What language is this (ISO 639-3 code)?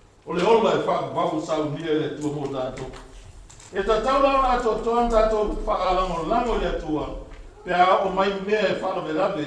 smo